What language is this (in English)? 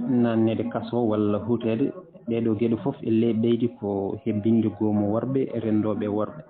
Fula